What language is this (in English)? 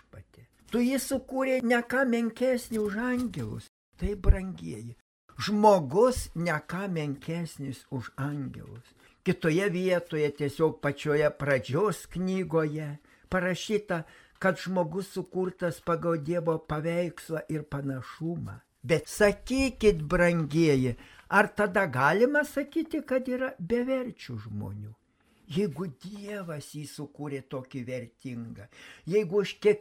Lithuanian